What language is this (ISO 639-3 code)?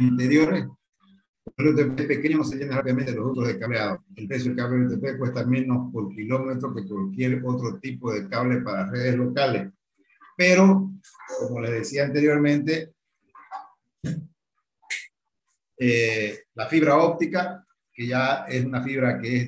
spa